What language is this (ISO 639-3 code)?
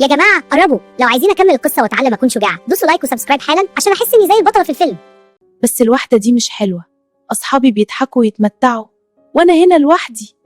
arz